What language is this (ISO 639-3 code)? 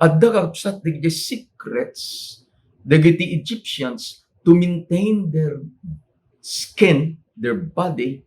ilo